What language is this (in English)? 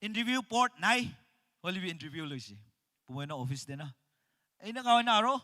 Naga Pidgin